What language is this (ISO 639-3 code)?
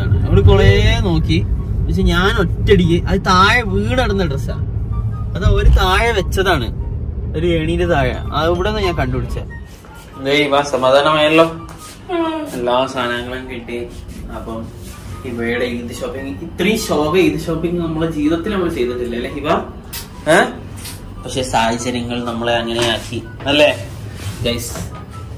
mal